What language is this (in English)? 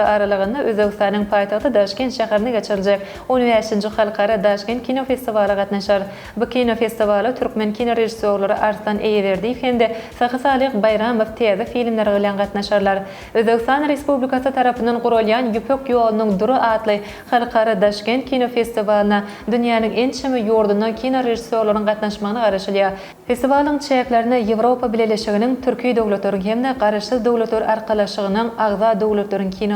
Turkmen